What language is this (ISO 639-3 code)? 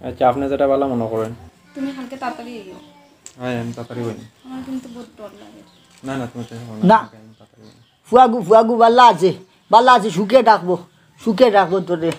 syl